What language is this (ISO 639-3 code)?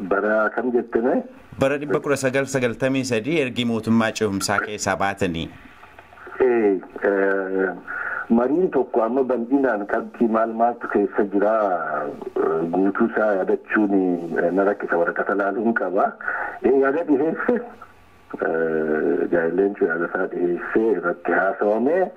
orm